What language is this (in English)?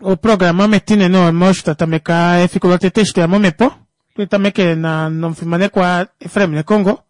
Kuanyama